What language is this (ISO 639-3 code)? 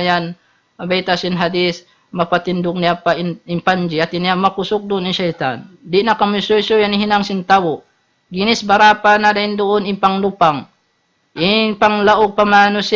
tsg